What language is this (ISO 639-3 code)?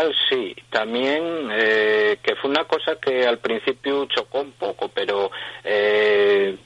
ast